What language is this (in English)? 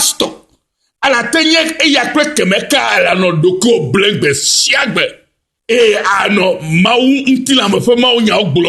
Ewe